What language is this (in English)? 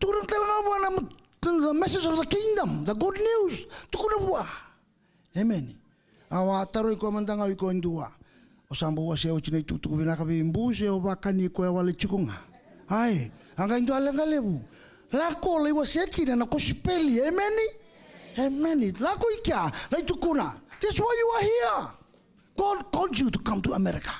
Fijian